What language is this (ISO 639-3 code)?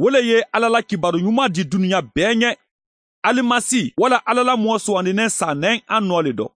man